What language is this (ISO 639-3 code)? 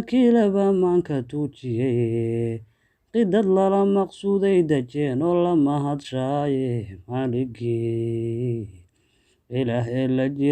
som